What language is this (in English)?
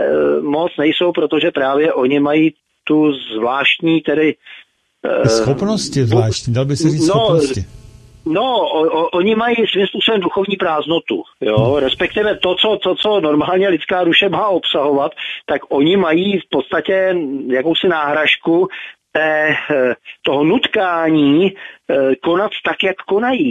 Czech